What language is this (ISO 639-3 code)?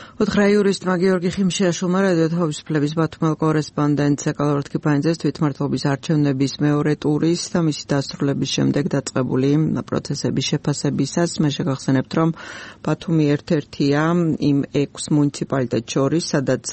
kat